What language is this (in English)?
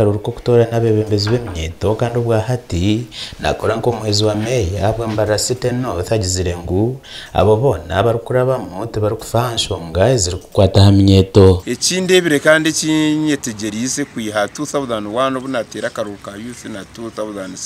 Nyankole